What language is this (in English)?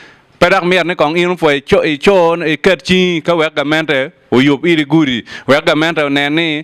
Acoli